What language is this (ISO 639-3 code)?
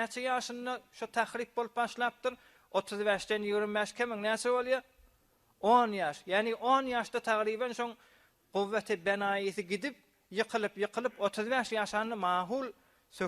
tuk